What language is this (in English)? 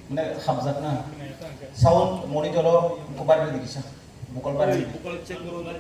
Kok Borok